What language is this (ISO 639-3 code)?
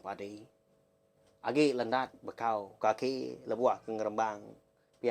iba